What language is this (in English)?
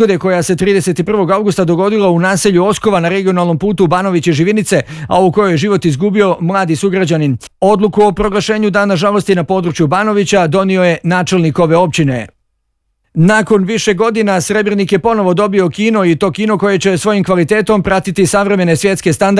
Bosnian